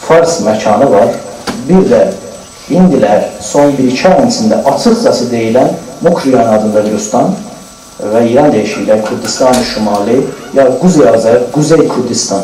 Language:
South Azerbaijani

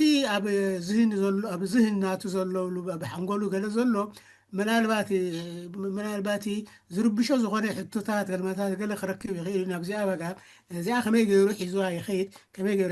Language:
Tigrinya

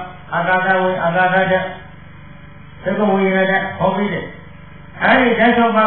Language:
Burmese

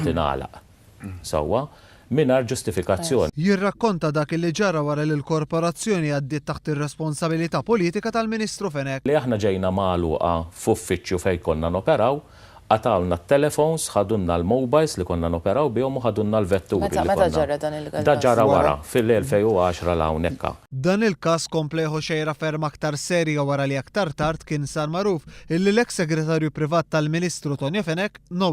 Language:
Maltese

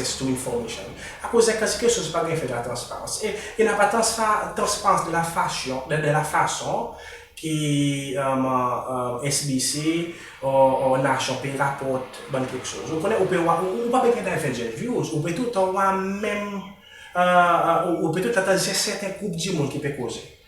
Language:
Seselwa Creole French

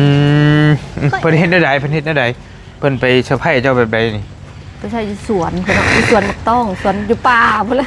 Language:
Lao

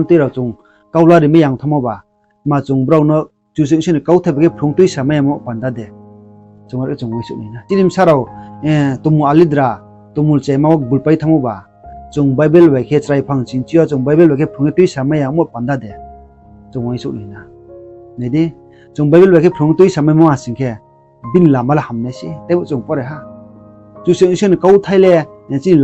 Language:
Riang (India)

